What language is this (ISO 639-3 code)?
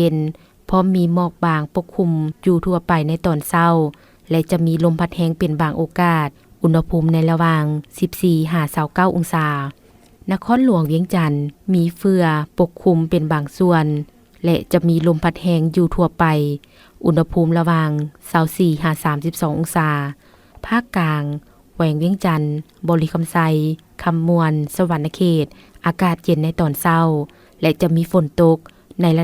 lao